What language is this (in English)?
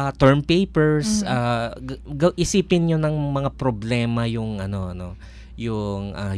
Filipino